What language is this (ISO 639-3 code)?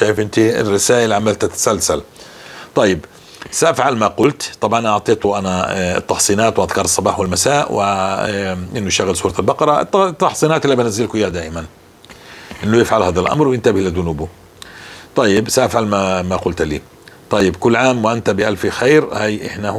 apc